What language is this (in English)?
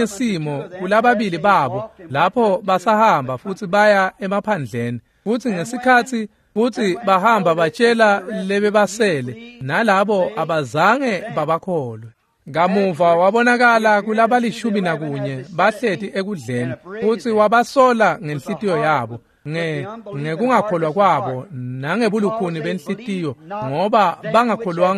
Swati